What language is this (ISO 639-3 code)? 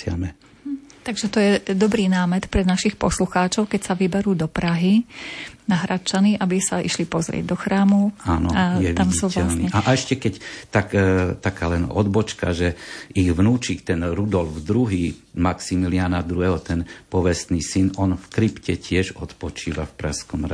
slk